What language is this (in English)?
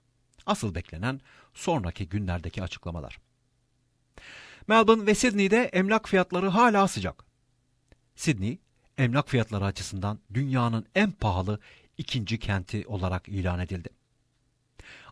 Turkish